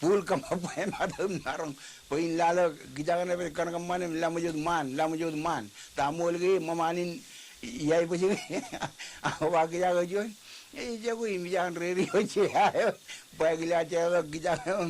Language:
Marshallese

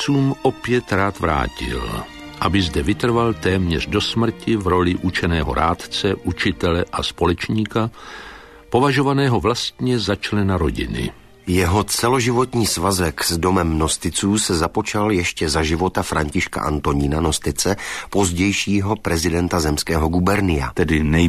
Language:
Czech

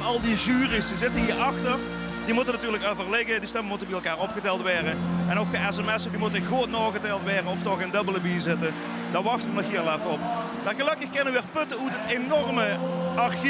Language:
Limburgish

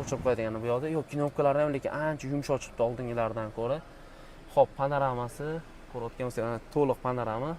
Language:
Uzbek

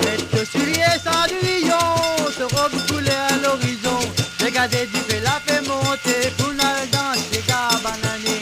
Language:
Morisyen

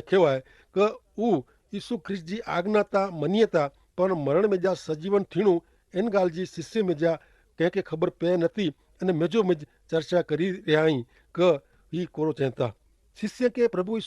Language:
Kachhi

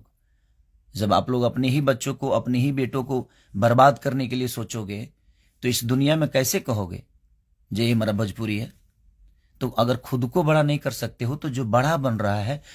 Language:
Bhojpuri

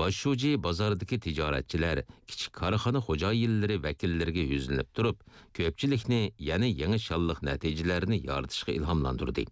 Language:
Uyghur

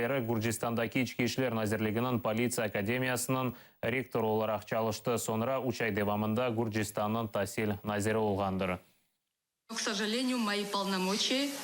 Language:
Crimean Tatar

